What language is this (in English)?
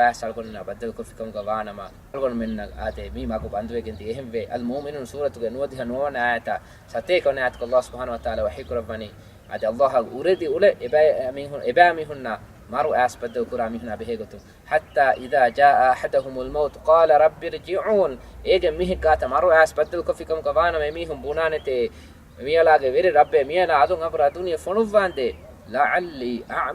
Divehi